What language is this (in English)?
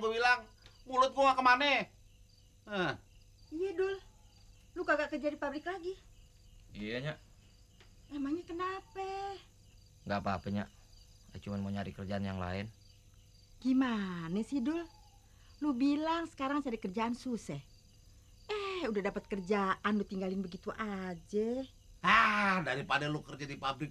Betawi